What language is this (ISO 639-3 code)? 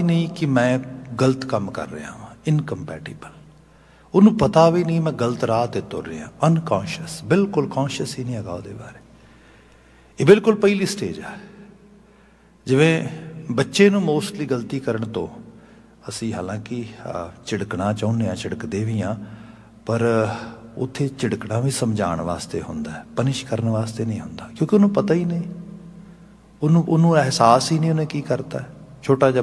pan